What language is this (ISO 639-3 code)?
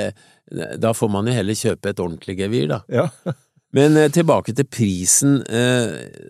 nor